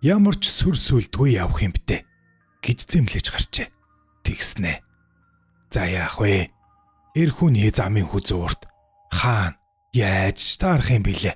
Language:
Mongolian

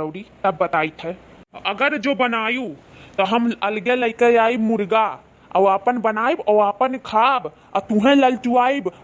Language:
Awadhi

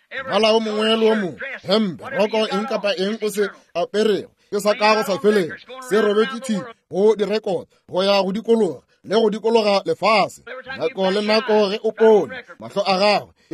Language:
Northern Sotho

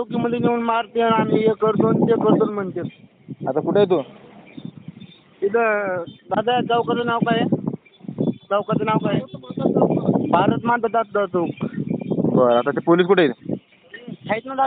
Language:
Marathi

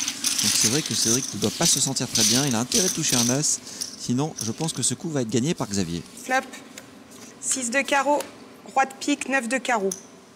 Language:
French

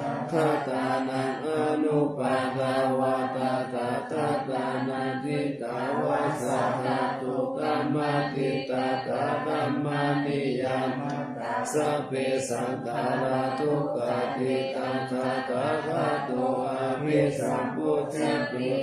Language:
Pali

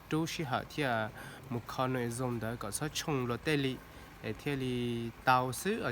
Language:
Hmong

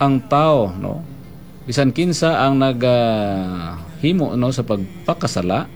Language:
Cebuano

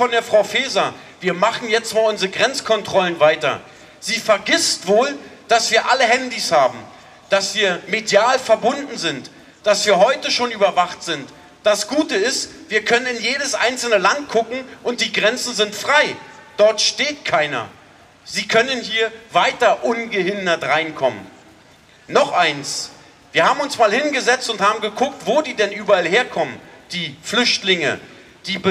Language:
German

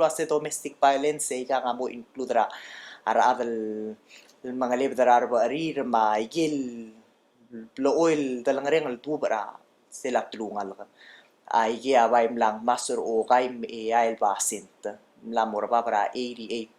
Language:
Palauan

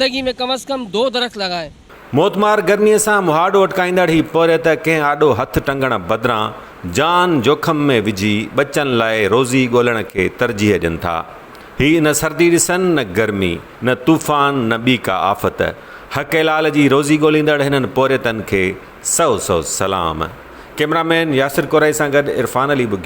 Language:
Sindhi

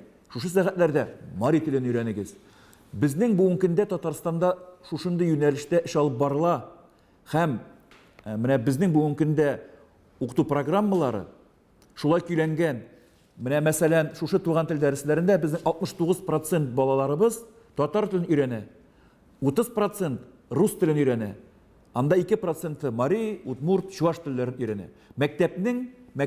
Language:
Tatar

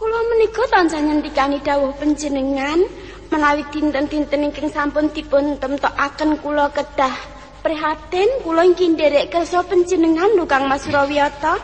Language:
Javanese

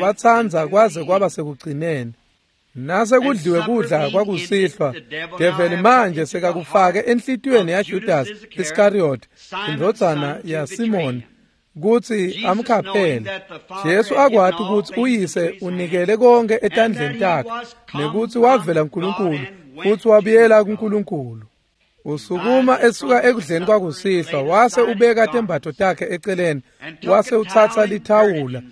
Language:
Swati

